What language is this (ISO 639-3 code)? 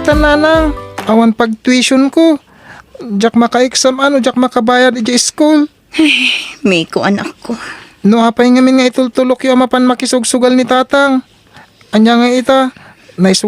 ilo